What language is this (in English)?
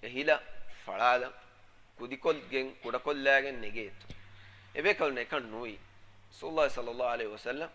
Divehi